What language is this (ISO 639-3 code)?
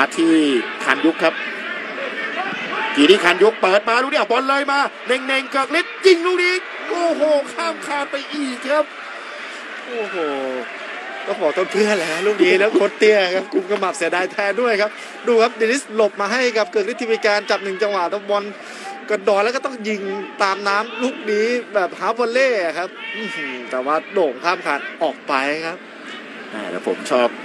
tha